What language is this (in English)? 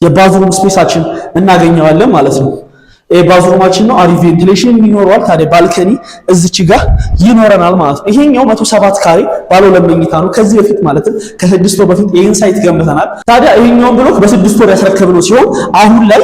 Amharic